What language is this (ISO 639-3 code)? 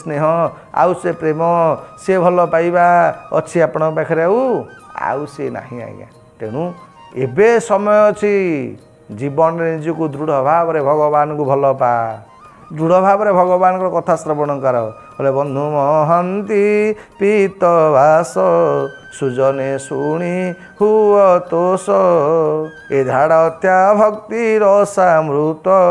ori